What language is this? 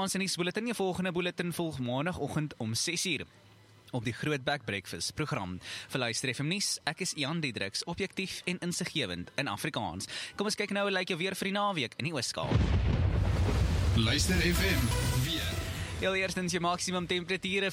Afrikaans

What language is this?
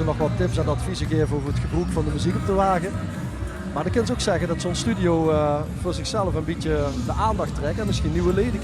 Limburgish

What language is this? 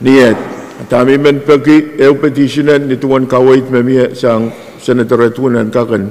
Pohnpeian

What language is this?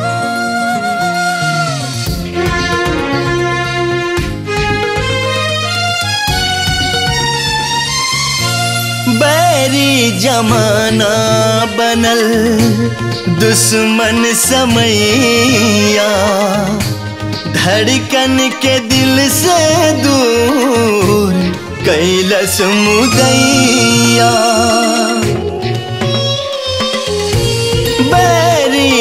Bhojpuri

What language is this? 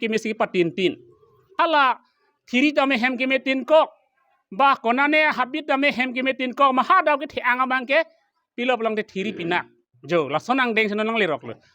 Karbi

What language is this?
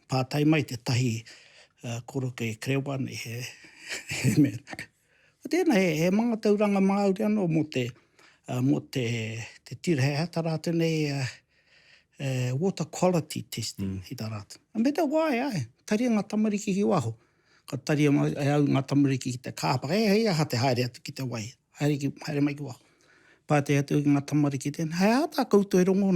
Māori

